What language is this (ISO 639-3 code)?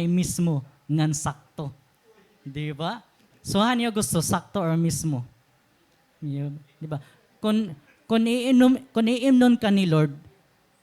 war